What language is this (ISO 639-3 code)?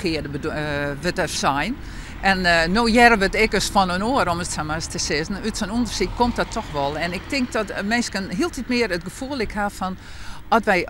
fry